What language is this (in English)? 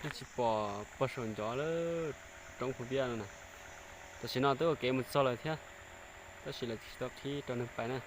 Hmong